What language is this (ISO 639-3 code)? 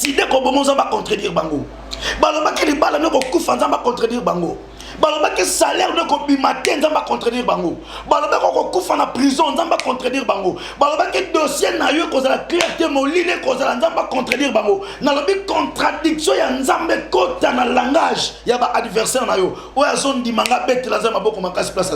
lin